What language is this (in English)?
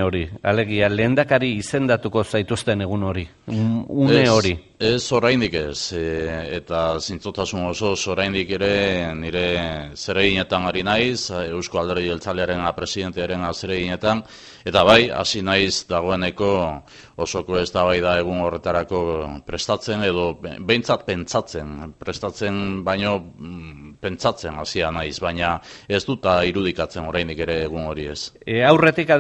Basque